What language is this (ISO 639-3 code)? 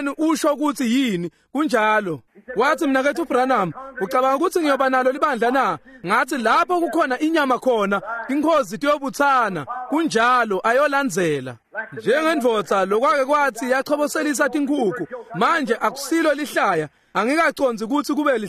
ssw